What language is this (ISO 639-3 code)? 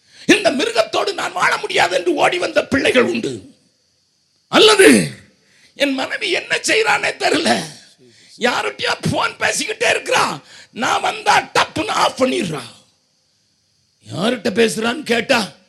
tam